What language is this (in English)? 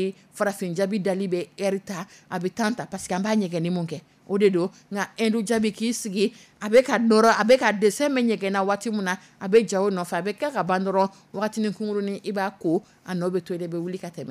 Dyula